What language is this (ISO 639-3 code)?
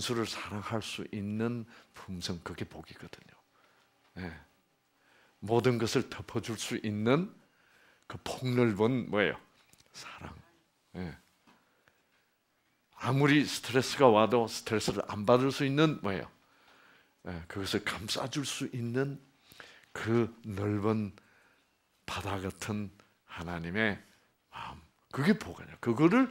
kor